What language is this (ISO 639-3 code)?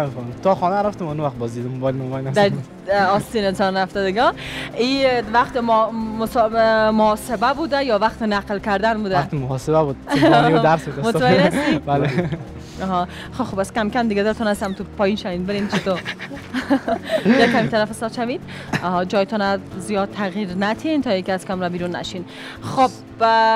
fas